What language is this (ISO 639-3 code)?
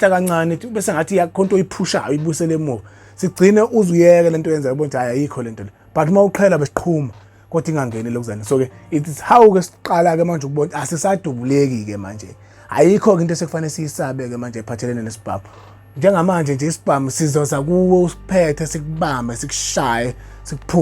zul